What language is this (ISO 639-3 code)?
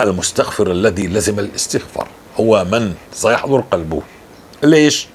apc